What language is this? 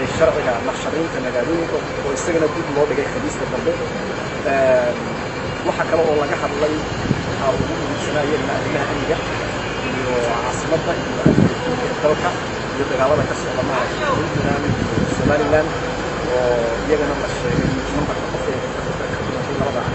Somali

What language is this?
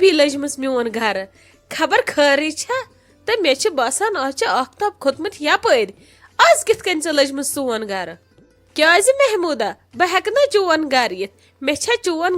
Kashmiri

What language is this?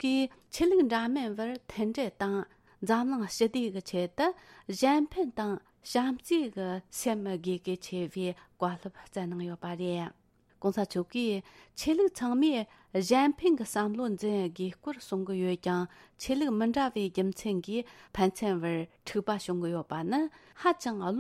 Tibetan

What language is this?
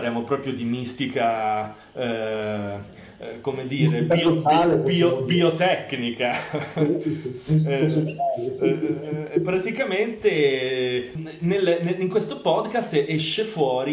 Italian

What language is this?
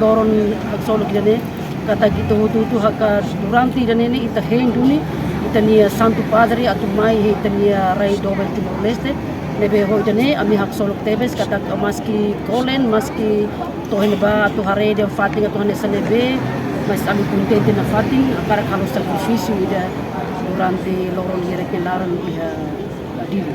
Tetum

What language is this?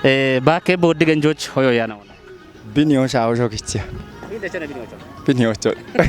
Kafa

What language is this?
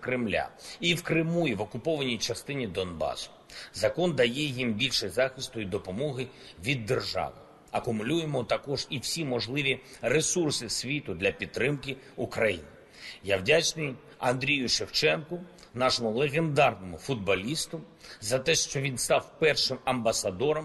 Ukrainian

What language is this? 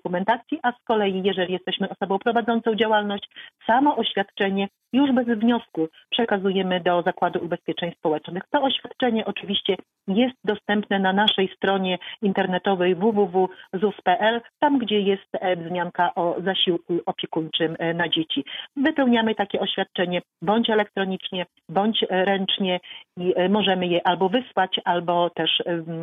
Polish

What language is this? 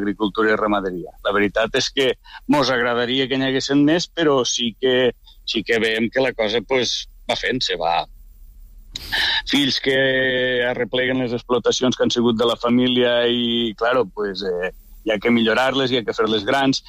Catalan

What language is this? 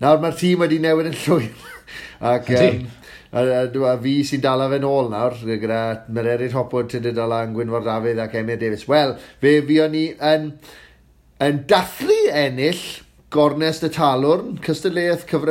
Welsh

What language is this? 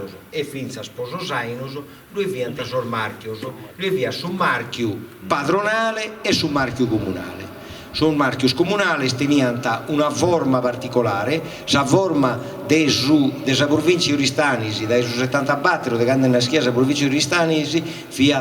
Sardinian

